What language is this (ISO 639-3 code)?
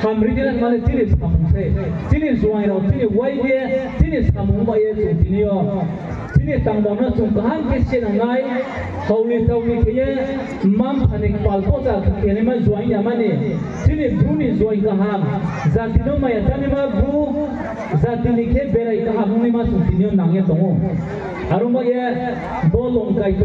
ria